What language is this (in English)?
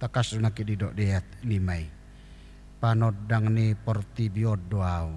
Batak Toba